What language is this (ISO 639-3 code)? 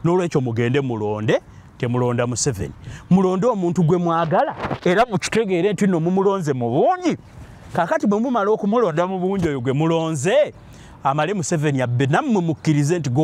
lug